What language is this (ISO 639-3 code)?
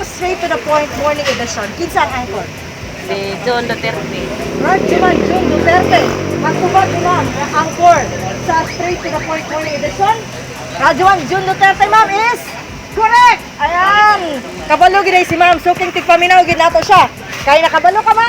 ceb